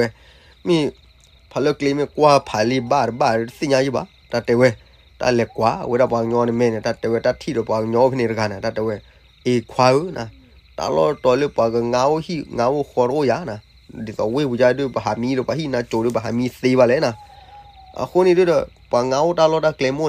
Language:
S'gaw Karen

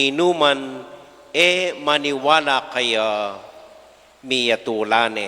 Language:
Pampanga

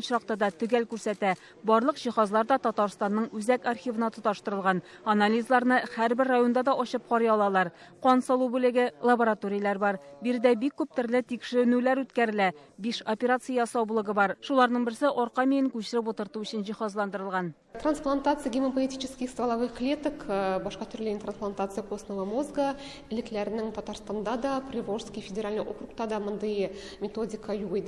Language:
Tatar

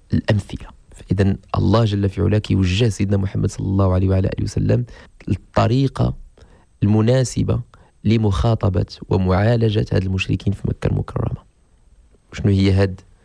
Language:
Moroccan Arabic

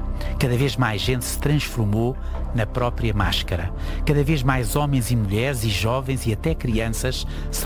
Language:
Portuguese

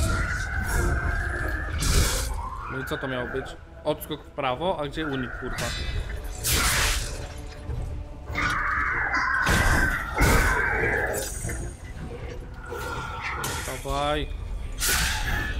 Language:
Polish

